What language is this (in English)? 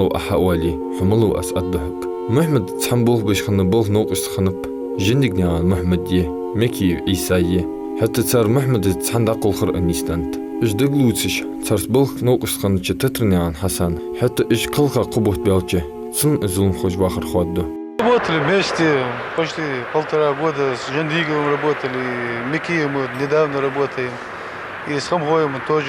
Ingush